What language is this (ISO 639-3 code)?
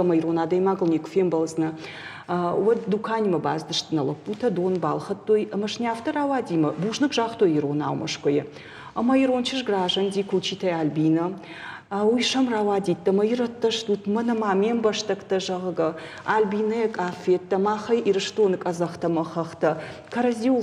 oss